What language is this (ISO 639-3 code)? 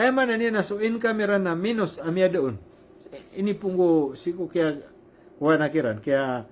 mrw